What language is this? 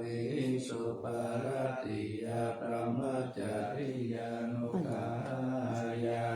Pali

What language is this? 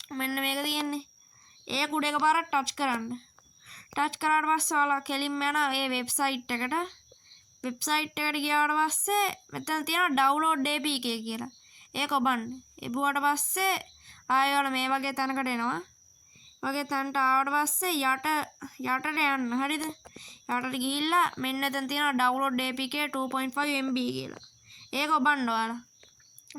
Sinhala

